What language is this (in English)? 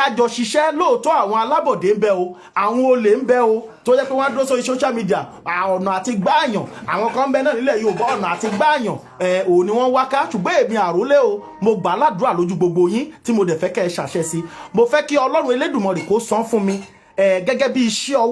Yoruba